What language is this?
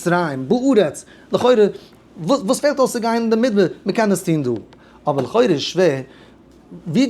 Yiddish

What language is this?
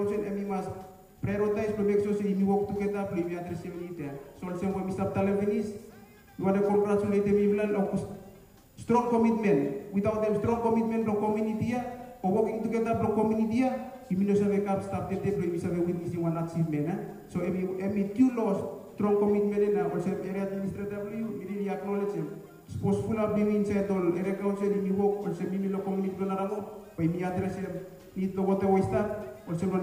Bislama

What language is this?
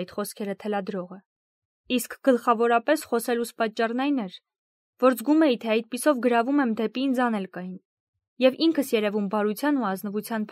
Armenian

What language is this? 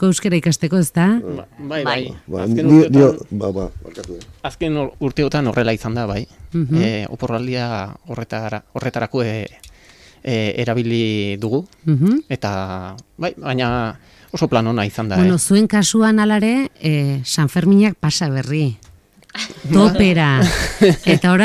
Basque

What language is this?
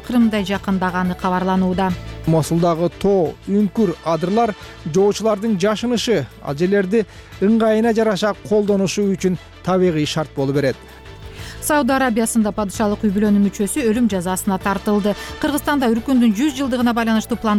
Kyrgyz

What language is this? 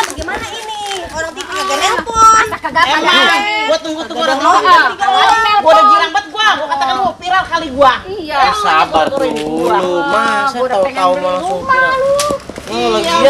Betawi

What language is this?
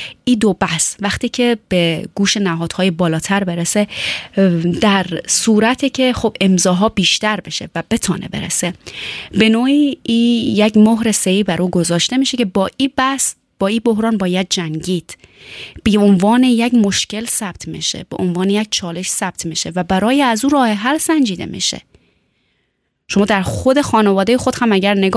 Persian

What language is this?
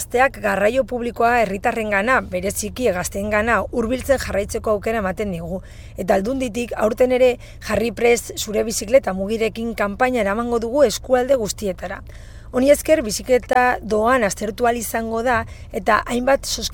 Basque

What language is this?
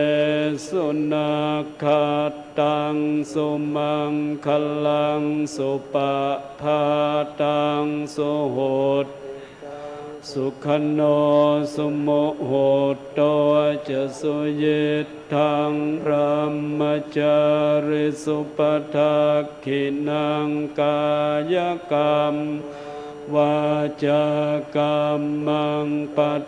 Pali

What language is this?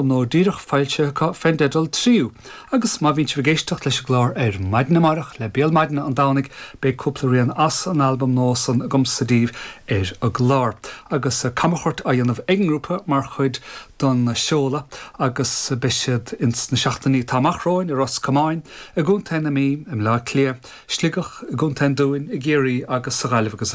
Irish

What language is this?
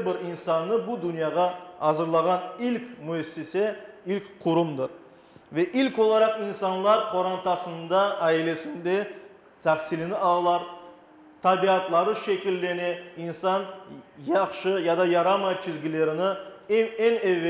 Crimean Tatar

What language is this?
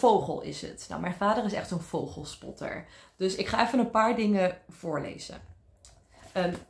Dutch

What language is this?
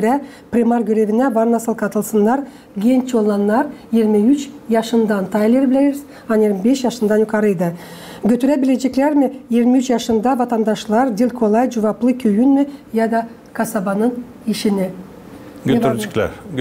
Gagauz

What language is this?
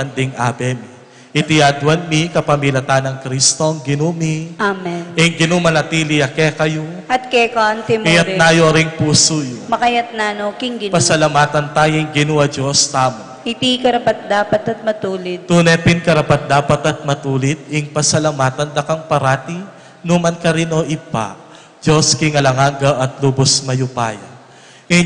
Pampanga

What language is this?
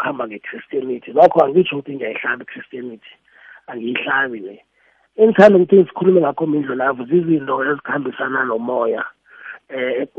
South Ndebele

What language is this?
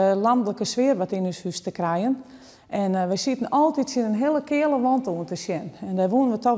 Western Frisian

